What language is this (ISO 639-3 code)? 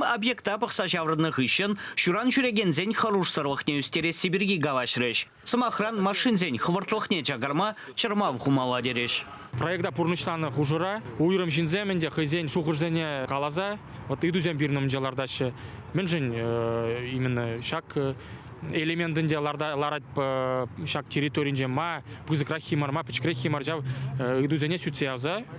chv